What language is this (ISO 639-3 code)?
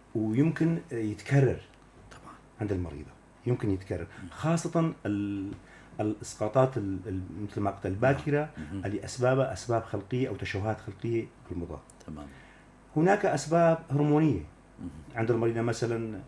apc